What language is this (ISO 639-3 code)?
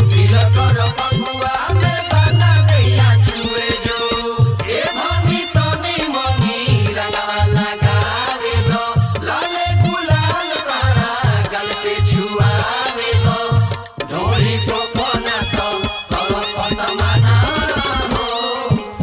bho